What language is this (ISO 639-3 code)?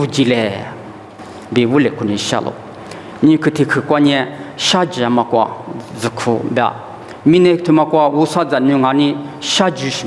lis